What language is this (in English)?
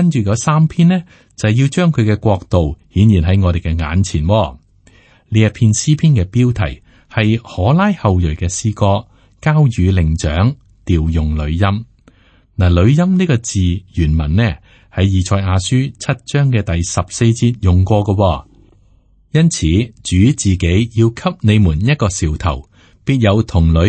Cantonese